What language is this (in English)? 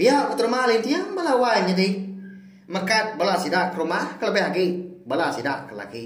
Iban